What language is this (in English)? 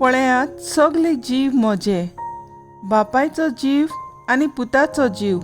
Konkani